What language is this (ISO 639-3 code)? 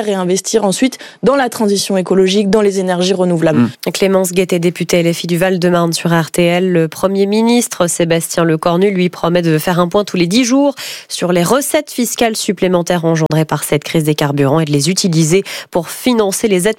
fra